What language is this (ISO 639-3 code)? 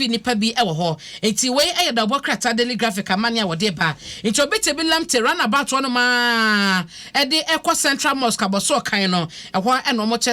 aka